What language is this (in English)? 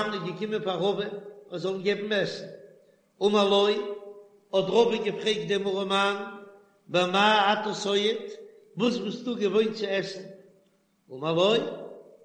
Yiddish